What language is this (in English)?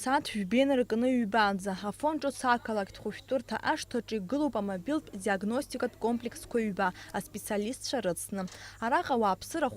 Abkhazian